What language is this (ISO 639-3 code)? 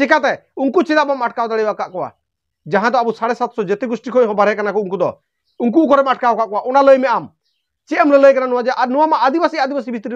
sat